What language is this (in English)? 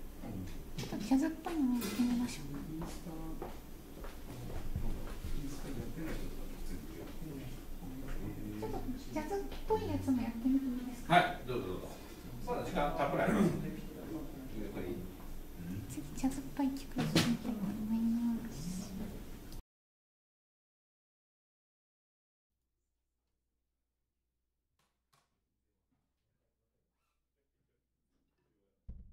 Japanese